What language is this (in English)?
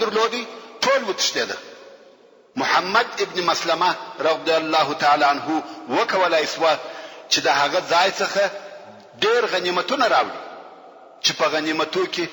Pashto